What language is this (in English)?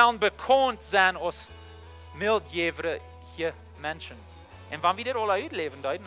Plautdietsch